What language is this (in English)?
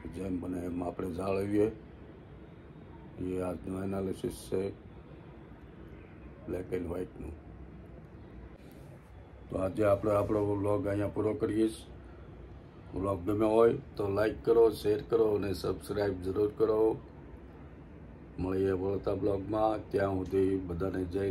Gujarati